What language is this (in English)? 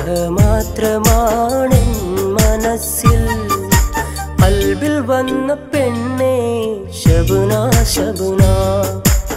Malayalam